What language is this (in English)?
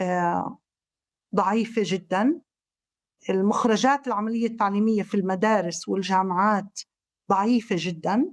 North Levantine Arabic